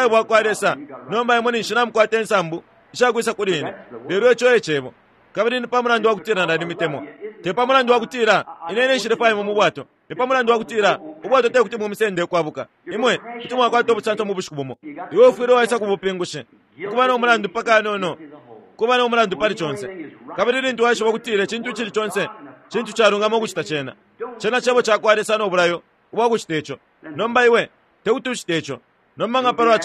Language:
Bemba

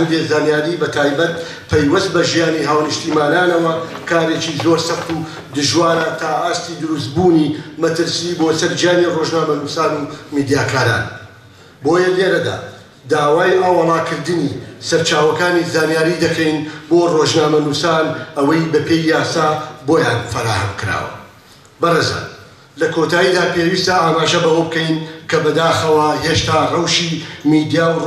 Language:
Central Kurdish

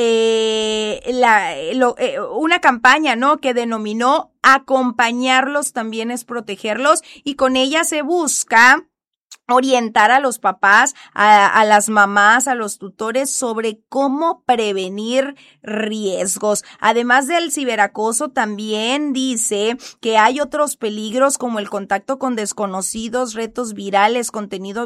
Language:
Spanish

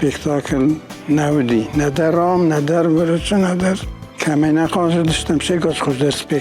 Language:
Ossetic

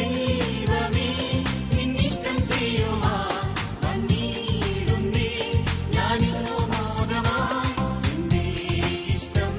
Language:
Malayalam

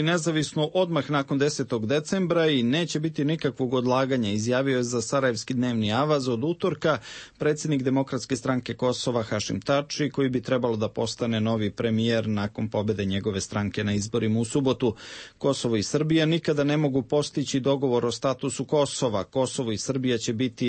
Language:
Serbian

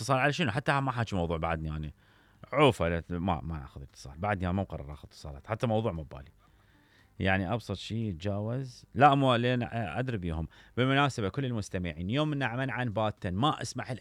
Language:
Mesopotamian Arabic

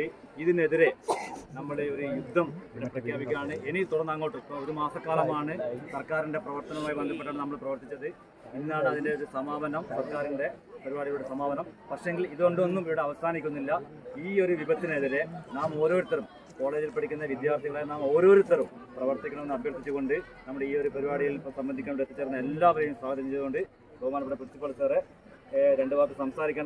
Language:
Malayalam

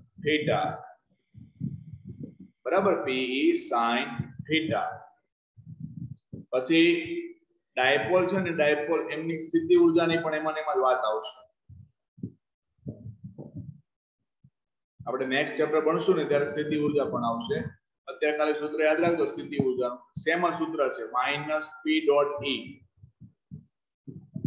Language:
Gujarati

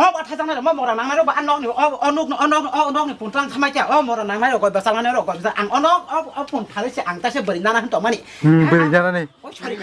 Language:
Kok Borok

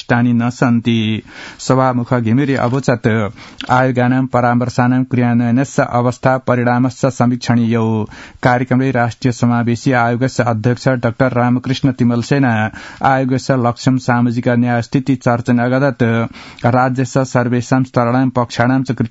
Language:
Sanskrit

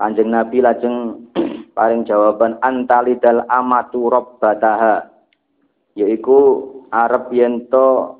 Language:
Javanese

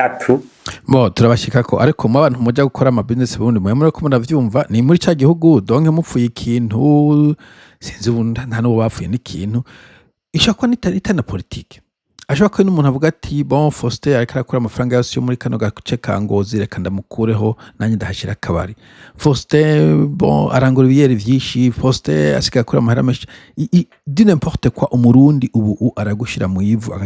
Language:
Rundi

